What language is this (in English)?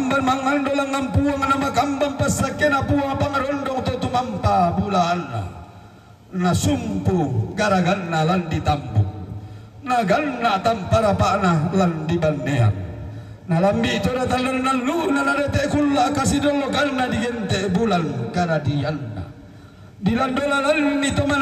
Toraja-Sa'dan